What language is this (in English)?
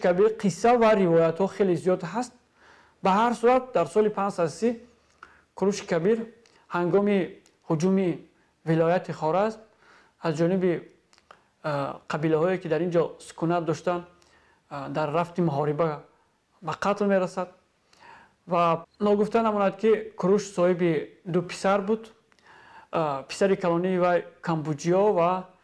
Tajik